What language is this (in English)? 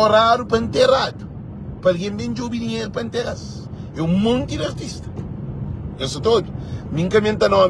Kabuverdianu